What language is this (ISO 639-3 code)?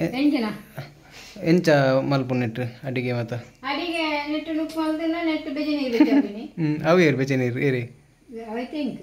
tcy